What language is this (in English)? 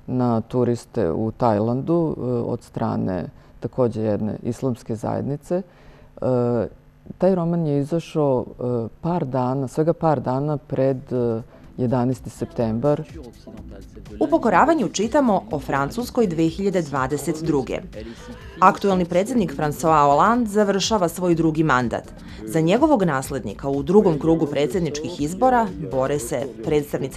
Serbian